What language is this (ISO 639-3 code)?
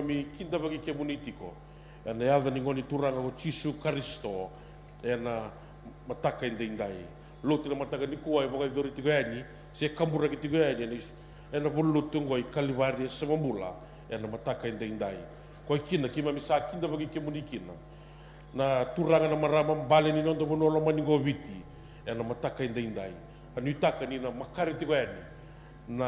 fij